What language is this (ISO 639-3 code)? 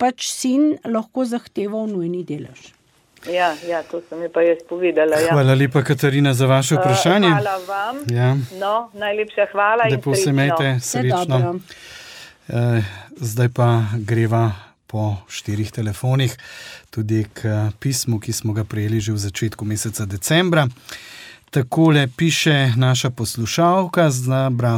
slv